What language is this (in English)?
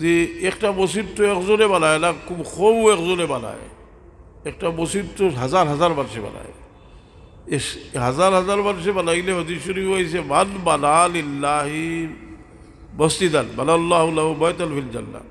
Sylheti